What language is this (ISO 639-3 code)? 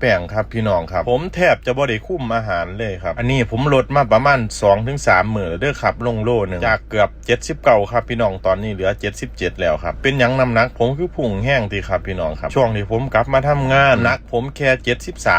tts